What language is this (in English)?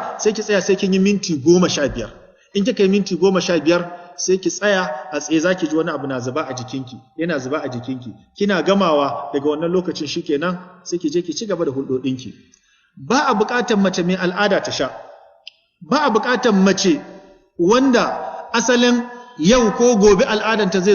Hausa